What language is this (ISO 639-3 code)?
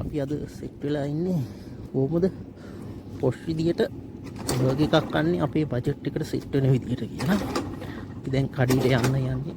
sin